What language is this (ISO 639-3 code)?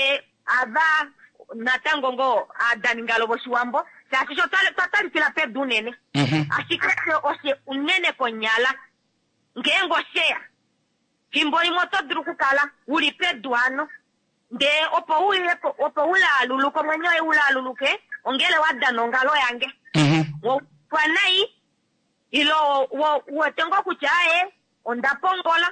kua